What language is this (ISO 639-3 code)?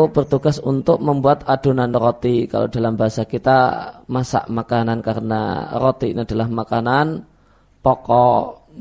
ind